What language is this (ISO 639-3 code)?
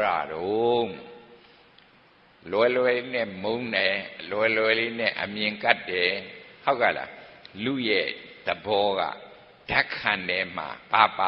mya